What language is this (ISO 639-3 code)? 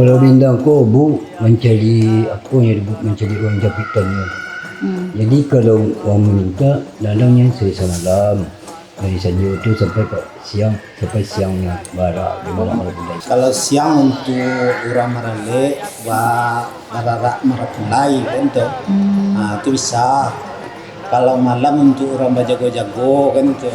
min